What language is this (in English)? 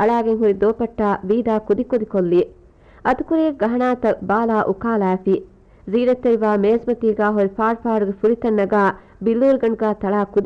Divehi